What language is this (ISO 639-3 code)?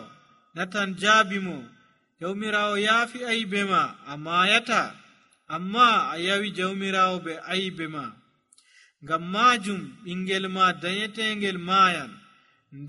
fuv